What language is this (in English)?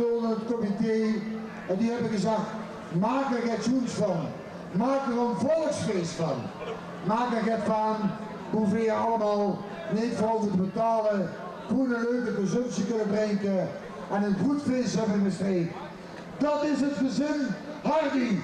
Limburgish